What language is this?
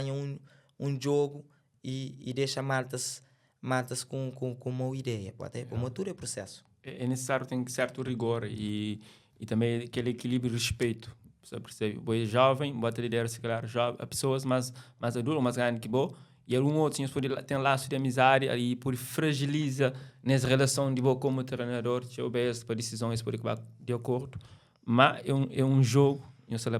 Kabuverdianu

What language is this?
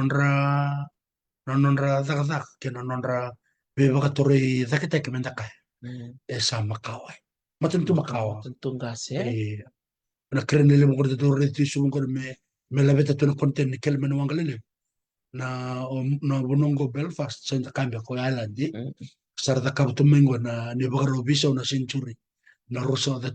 Fijian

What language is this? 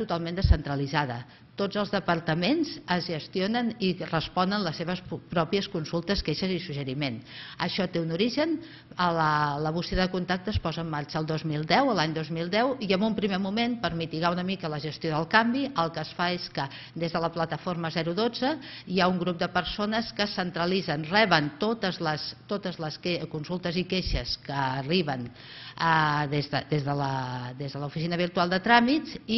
Catalan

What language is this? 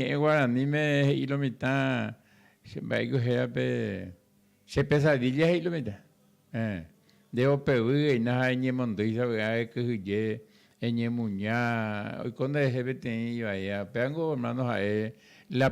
Guarani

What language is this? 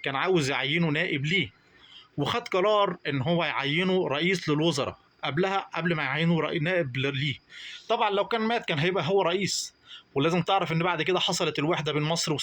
Egyptian Arabic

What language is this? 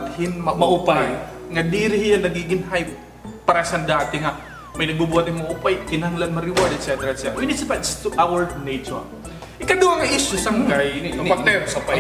Waray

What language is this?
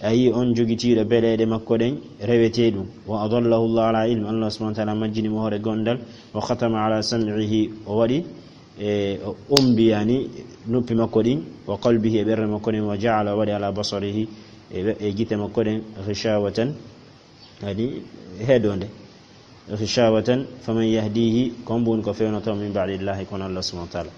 Fula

